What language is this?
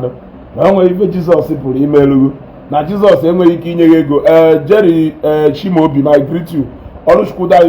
Igbo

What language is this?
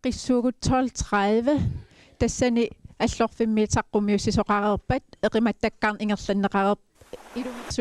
Kalaallisut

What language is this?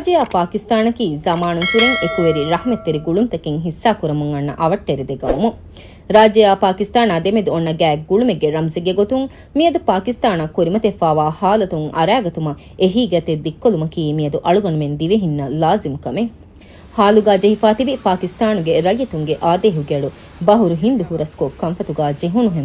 Divehi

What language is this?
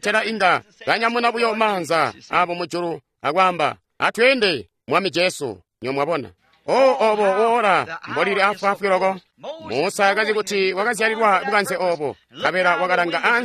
Tonga (Zambia)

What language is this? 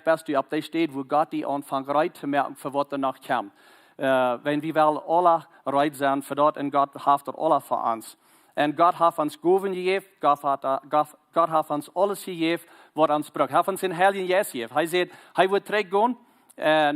Plautdietsch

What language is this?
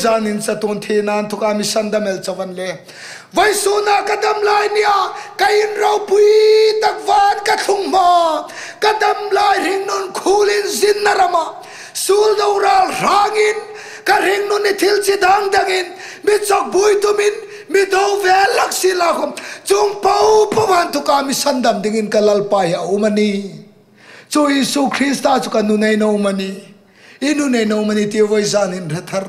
Hmar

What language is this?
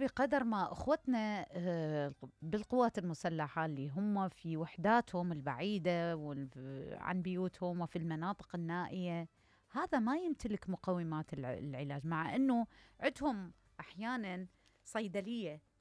Mesopotamian Arabic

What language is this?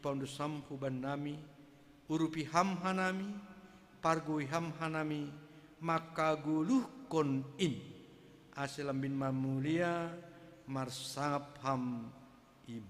Batak Simalungun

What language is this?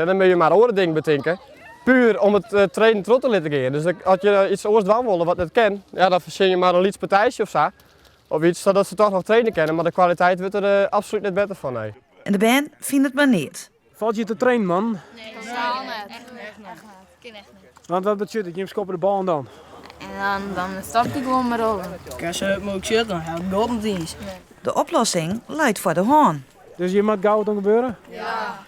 Western Frisian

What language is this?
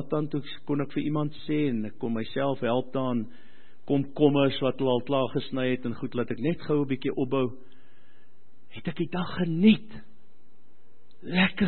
Afrikaans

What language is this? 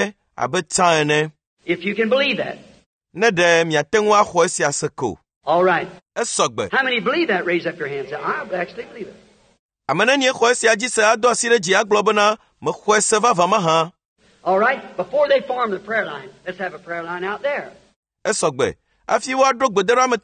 Ewe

